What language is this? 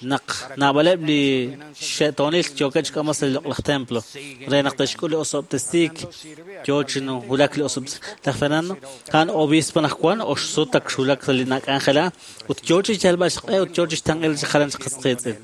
Kekchí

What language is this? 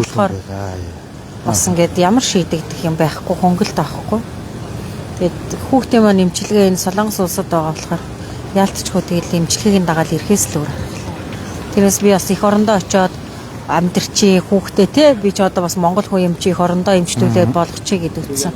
Mongolian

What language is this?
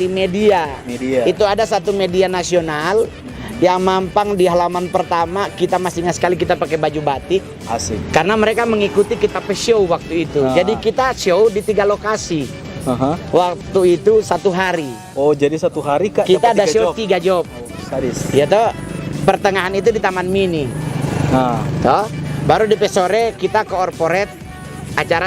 Manado Malay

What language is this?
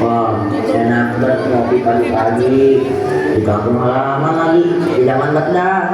Betawi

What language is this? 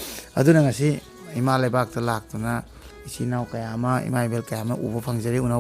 Manipuri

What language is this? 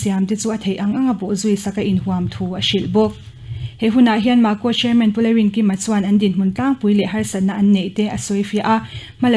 Mizo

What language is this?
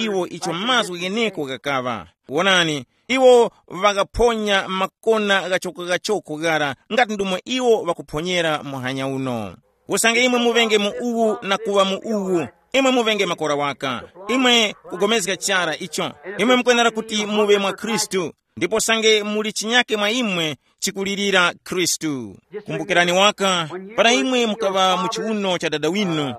Tumbuka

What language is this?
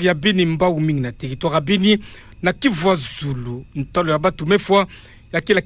Kituba (Democratic Republic of Congo)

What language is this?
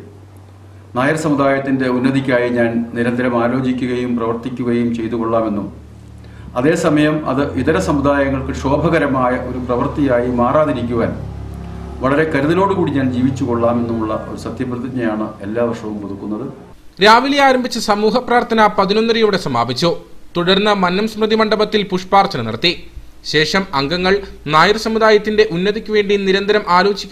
Malayalam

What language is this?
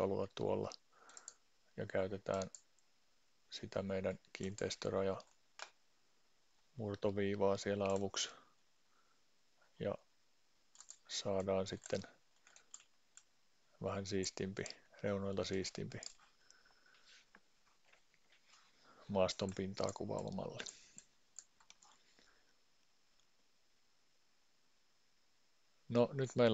Finnish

